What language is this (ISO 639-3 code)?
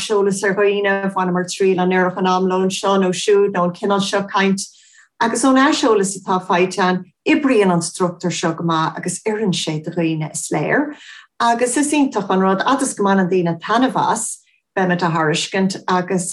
gle